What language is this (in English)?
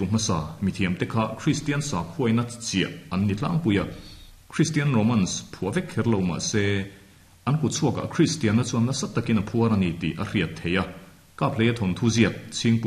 Mizo